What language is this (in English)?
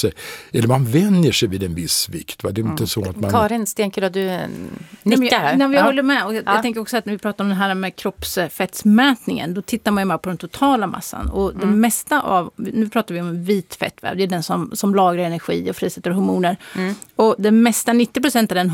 Swedish